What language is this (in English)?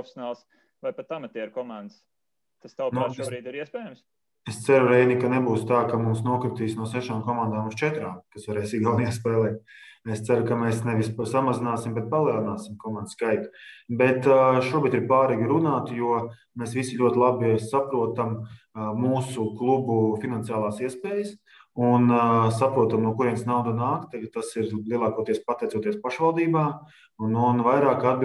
Latvian